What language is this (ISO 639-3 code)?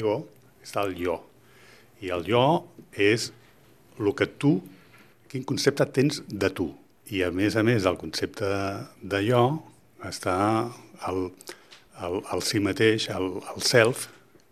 cat